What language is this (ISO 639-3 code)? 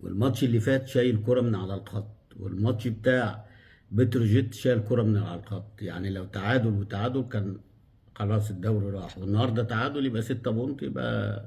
arz